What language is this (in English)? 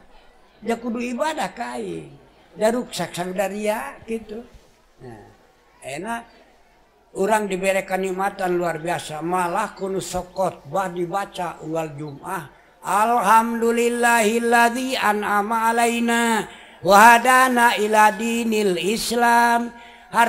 Sundanese